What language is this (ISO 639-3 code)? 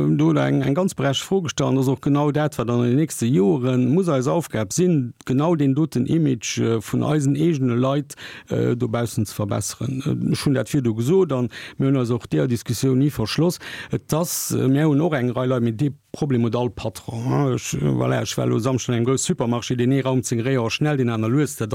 ltz